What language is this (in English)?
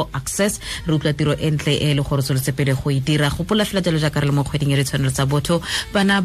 Tswana